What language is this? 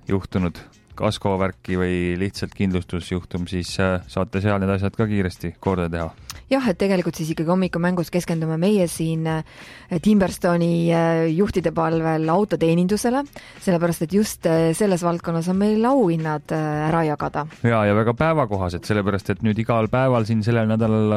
Estonian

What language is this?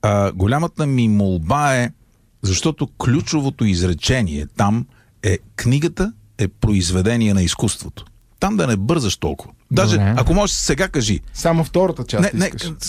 Bulgarian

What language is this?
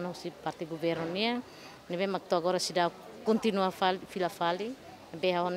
Tetum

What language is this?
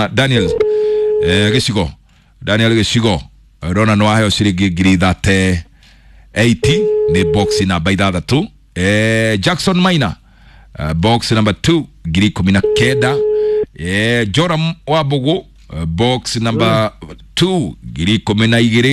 Kikuyu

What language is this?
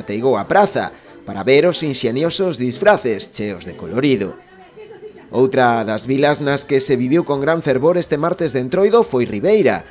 Galician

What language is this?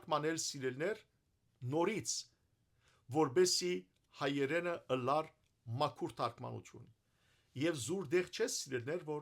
Western Armenian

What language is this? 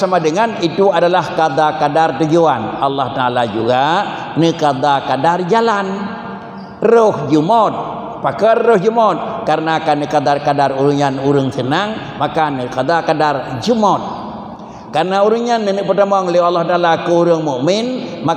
Achinese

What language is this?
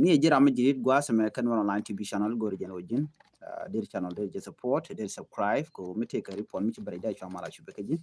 Nuer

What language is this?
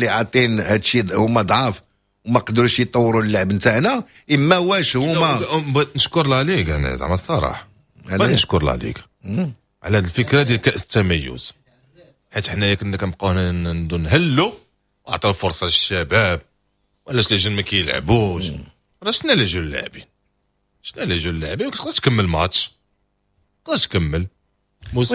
Moroccan Arabic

